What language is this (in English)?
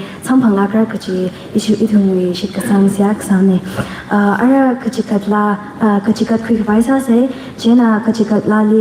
Tangkhul Naga (India)